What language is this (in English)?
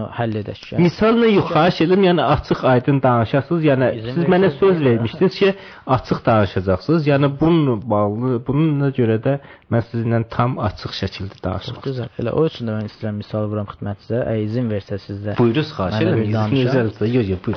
South Azerbaijani